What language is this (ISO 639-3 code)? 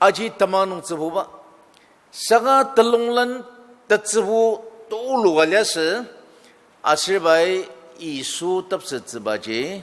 njo